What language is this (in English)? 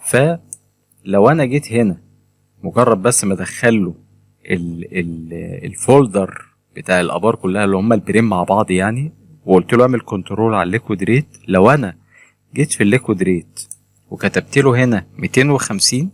Egyptian Arabic